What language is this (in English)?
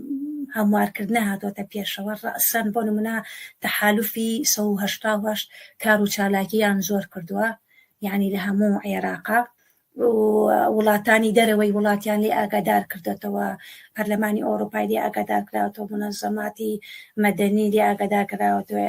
Central Kurdish